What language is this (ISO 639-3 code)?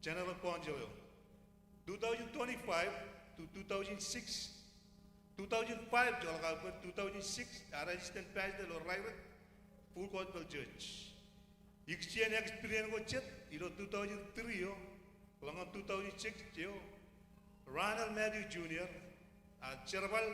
mah